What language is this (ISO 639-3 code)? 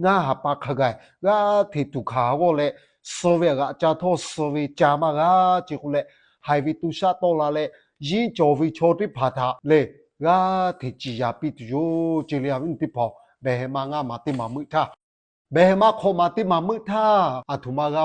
lhu